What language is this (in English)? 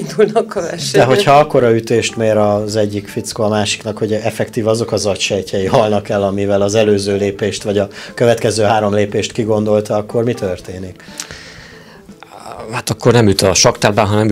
Hungarian